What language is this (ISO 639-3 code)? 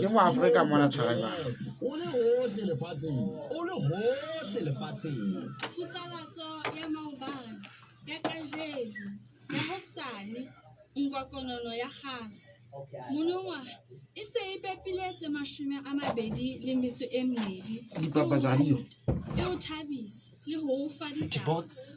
sot